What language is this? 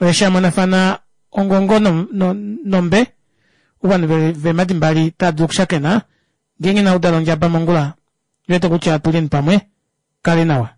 Kuanyama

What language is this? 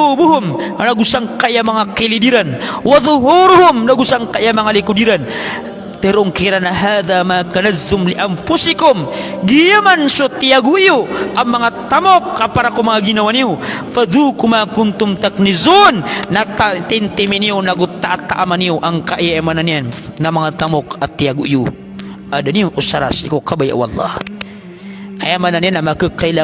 Maranao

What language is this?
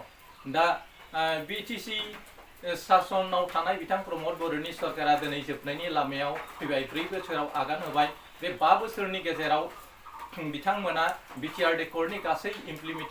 Bodo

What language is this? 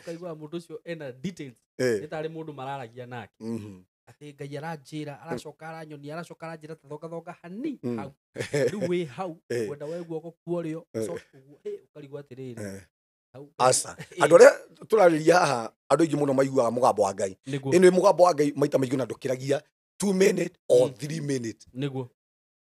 Kikuyu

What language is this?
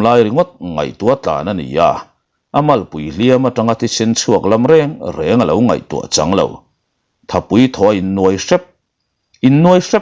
Mizo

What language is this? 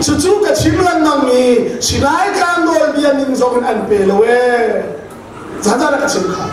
Hakha Chin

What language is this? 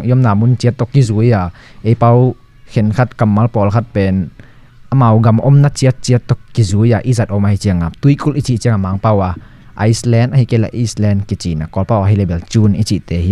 Tedim Chin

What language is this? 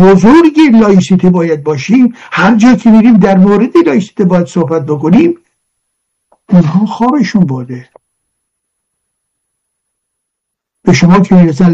Persian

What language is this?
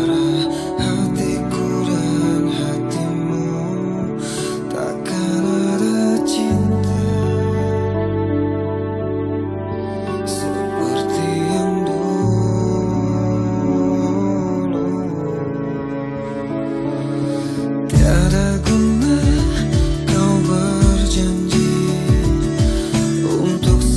Indonesian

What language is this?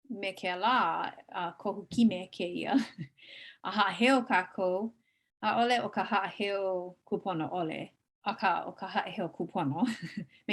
Hawaiian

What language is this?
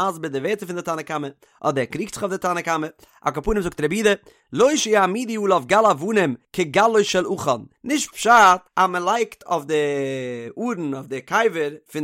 Yiddish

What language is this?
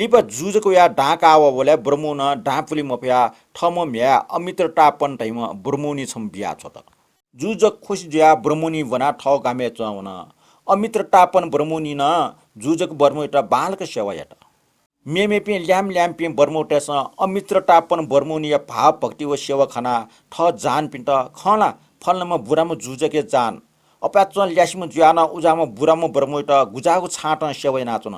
Newari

